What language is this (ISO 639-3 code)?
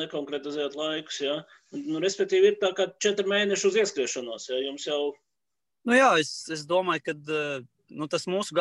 lav